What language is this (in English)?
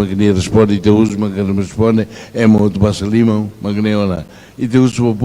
Tetum